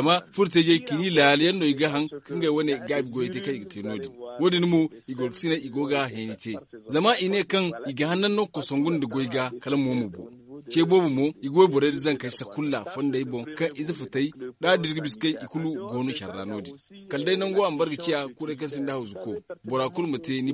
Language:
Zarma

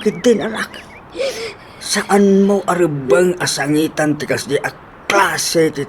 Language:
Iloko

